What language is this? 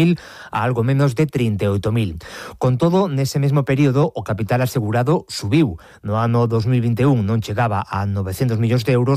Galician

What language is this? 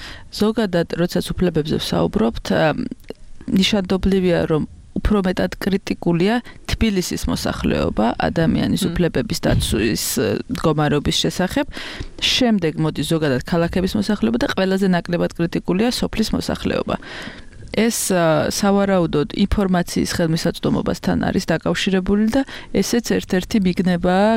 Georgian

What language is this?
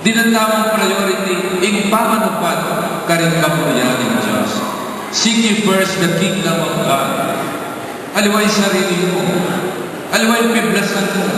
Pampanga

